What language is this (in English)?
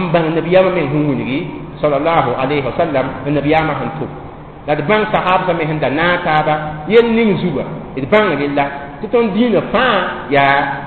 Mossi